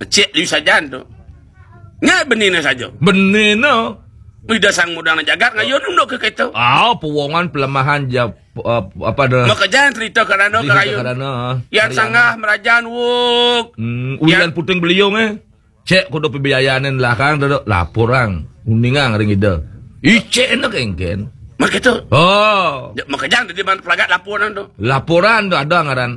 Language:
Balinese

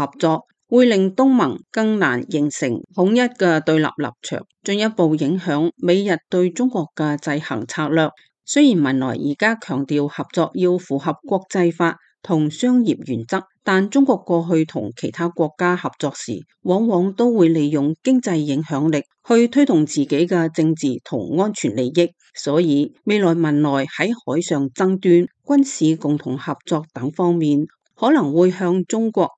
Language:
Cantonese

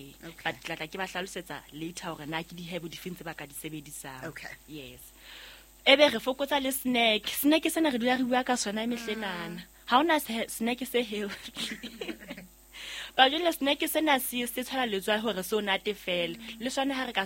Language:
Southern Sotho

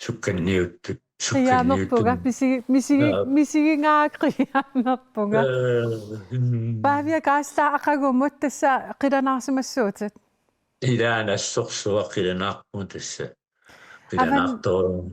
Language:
Kalaallisut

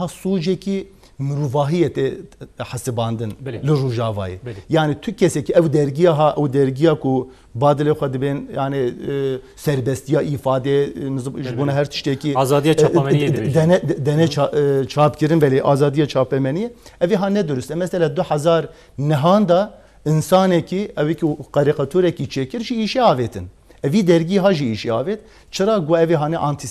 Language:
Kurdish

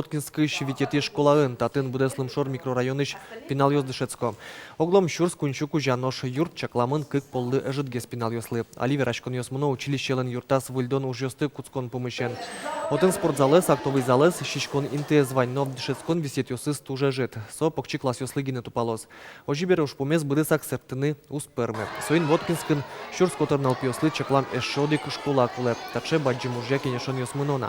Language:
Udmurt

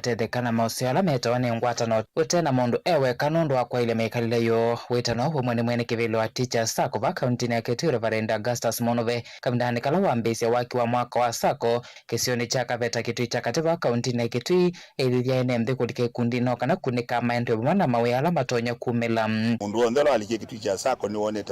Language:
Kamba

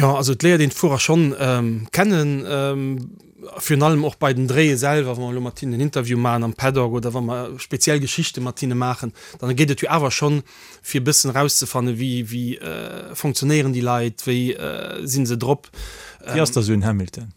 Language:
Luxembourgish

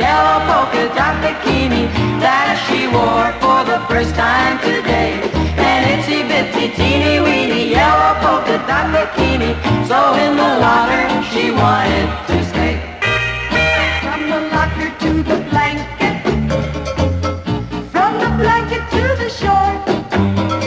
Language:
English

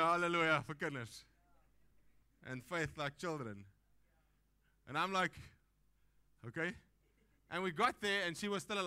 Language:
Afrikaans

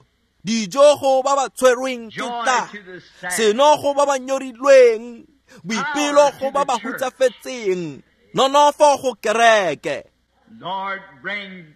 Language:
Tswana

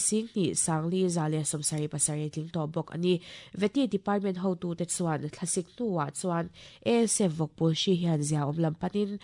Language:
Mizo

